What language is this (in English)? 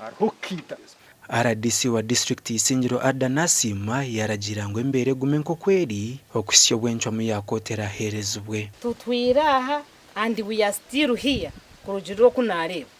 Nyankole